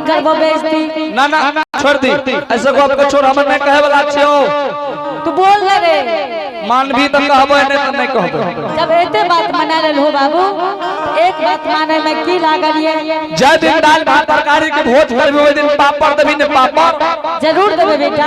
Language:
Angika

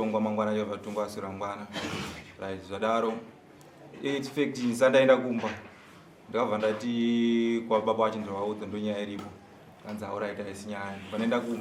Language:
Shona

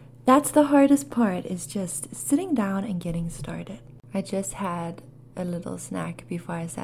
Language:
English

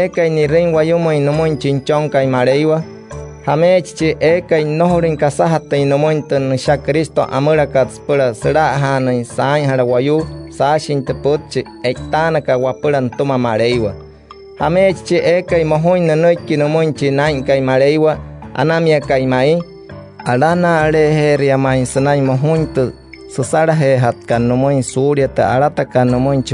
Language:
Wayuu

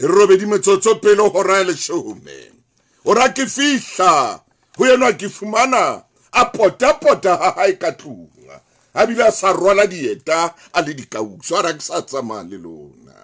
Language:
Southern Sotho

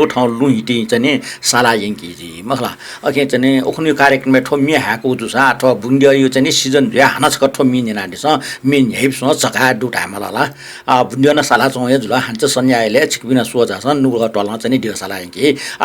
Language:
Newari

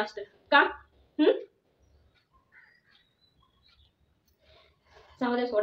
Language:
Marathi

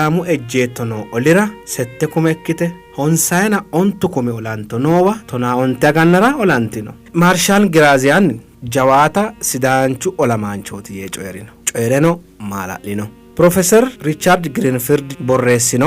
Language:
Sidamo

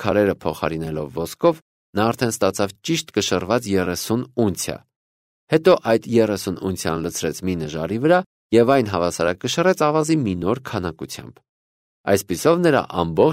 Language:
Armenian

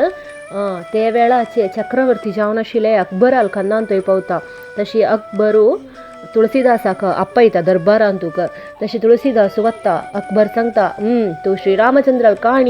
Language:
Konkani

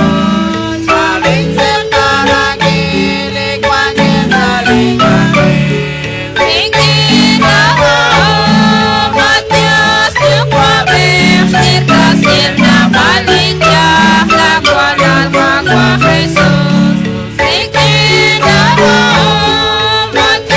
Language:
Kekchí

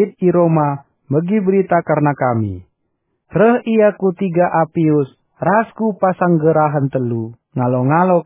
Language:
Batak Karo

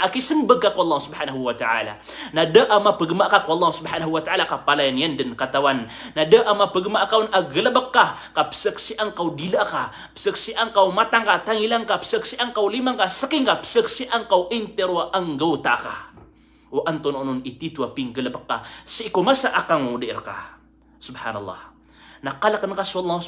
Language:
Maranao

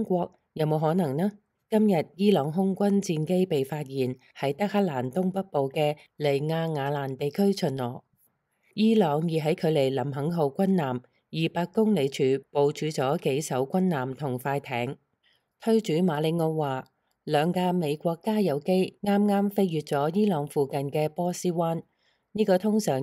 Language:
Cantonese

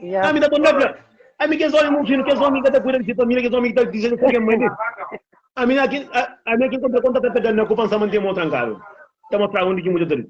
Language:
Kabuverdianu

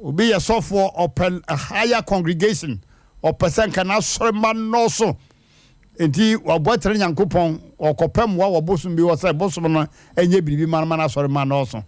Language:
Akan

